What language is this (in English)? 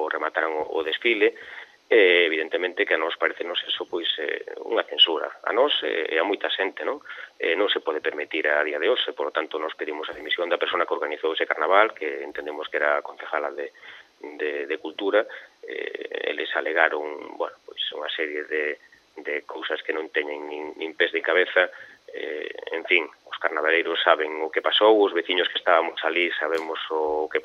Galician